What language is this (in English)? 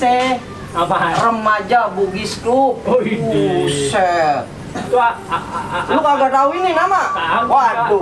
Betawi